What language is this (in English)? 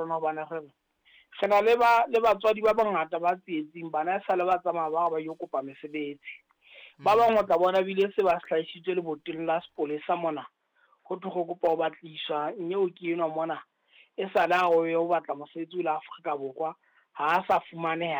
Southern Sotho